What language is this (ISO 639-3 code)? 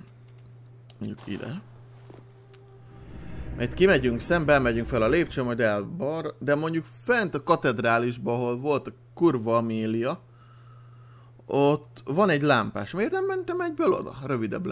hun